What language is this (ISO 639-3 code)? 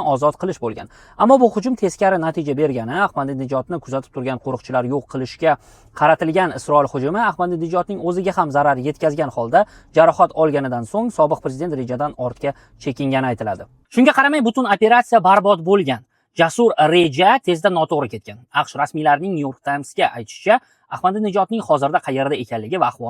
uzb